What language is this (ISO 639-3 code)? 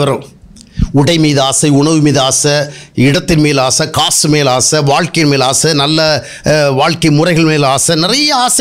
tam